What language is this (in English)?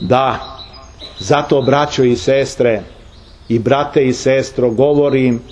Serbian